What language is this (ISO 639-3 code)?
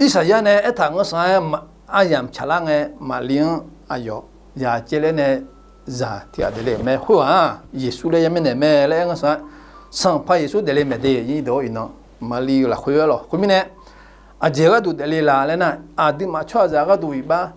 ahk